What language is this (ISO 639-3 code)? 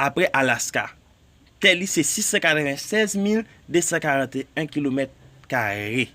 hat